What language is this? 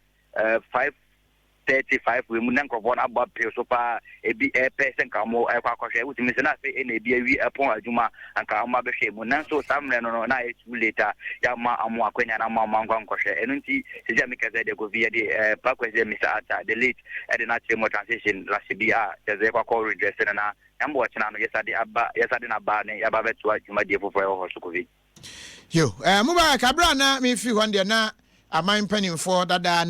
Akan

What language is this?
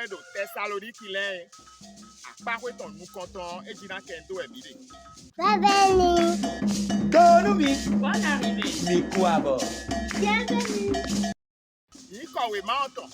Fon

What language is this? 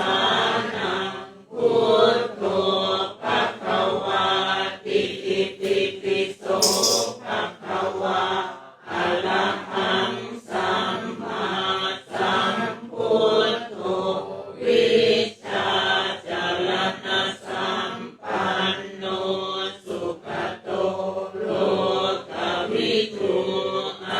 Pali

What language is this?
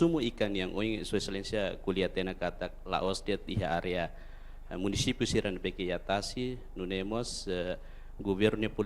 Tetum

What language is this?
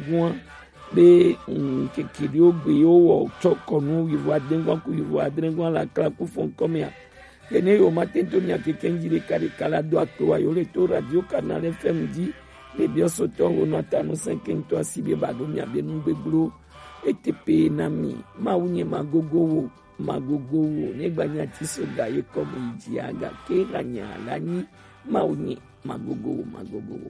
Gen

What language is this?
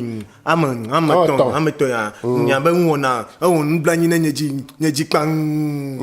Ewe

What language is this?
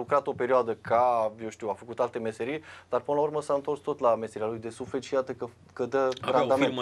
Romanian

